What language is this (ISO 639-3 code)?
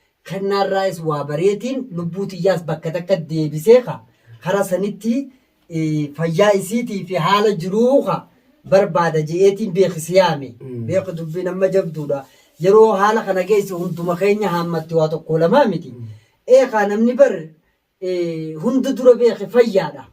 orm